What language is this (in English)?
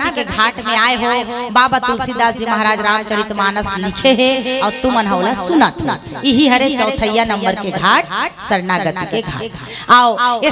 Chhattisgarhi